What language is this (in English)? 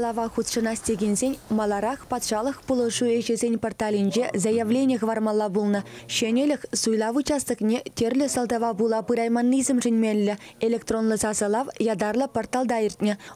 Chuvash